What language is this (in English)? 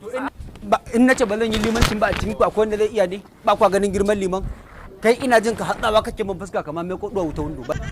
Hausa